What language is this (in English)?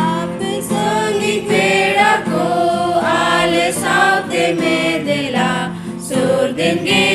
Santali